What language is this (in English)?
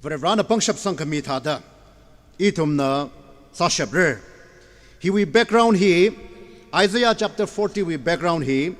Tangkhul Naga (India)